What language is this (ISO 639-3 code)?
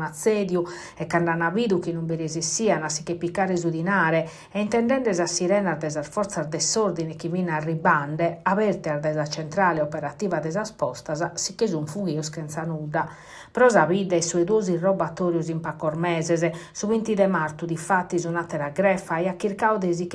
srd